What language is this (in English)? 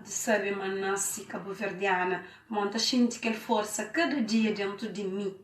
Kabuverdianu